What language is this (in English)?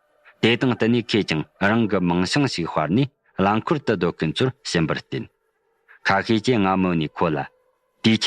Tibetan